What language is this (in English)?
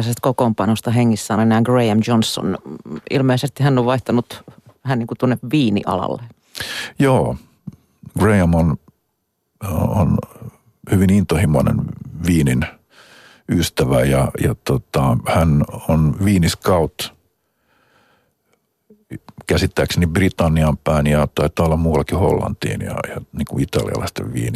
Finnish